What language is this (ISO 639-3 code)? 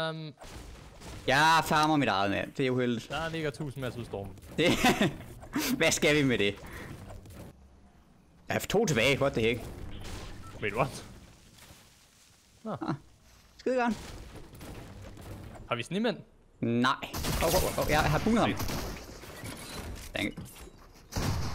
dan